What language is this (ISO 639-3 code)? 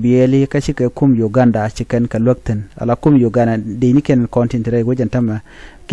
nus